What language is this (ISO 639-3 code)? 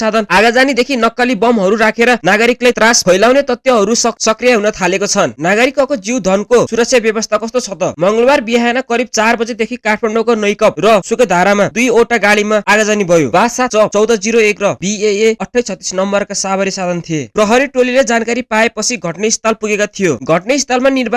nep